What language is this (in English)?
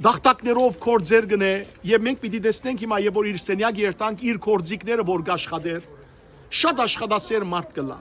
Western Armenian